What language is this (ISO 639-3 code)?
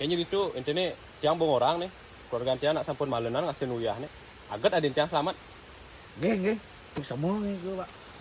ban